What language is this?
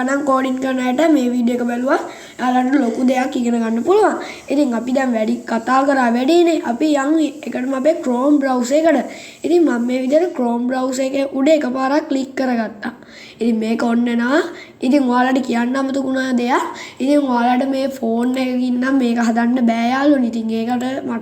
Sinhala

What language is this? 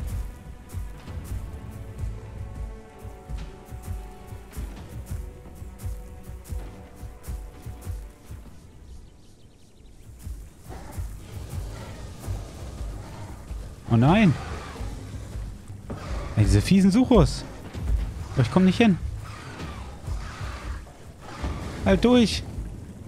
German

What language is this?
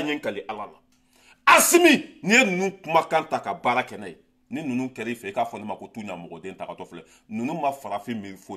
Bambara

